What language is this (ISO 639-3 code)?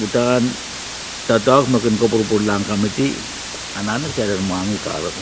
pon